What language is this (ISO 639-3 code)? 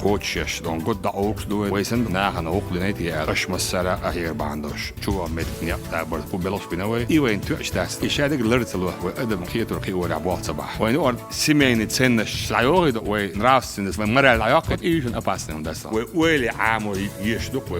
che